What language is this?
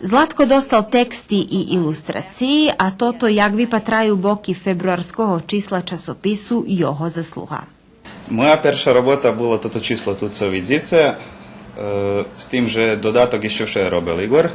Rusyn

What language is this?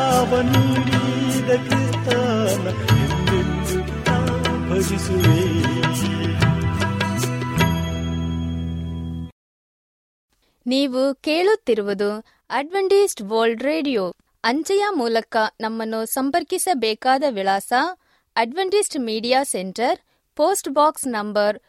Kannada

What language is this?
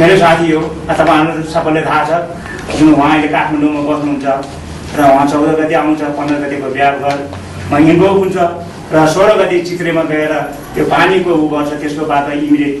Nepali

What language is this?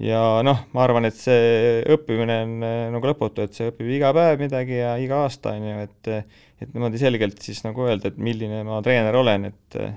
Estonian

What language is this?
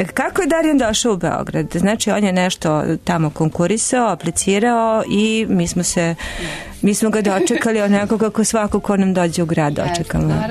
Serbian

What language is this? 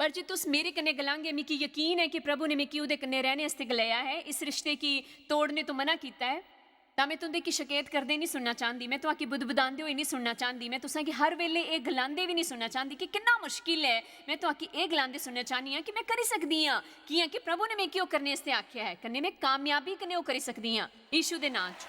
Dogri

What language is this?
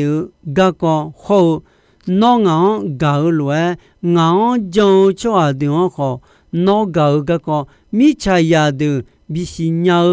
Akha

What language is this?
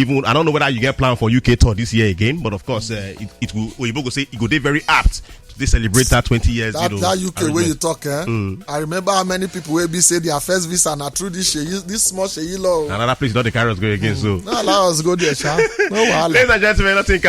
Nigerian Pidgin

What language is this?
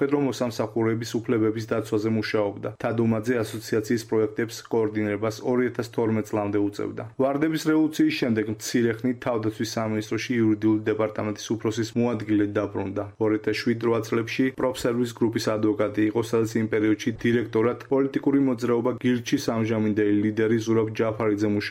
Georgian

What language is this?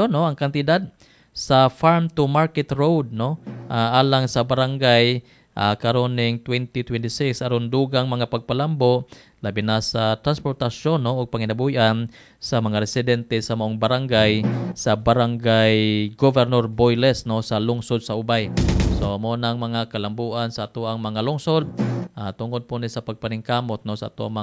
Cebuano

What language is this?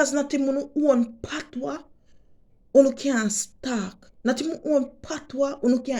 Jamaican Creole English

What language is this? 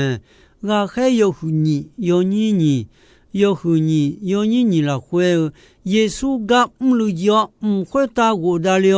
Akha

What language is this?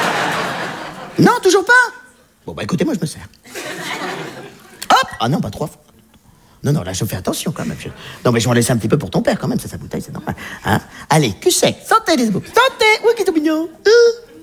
French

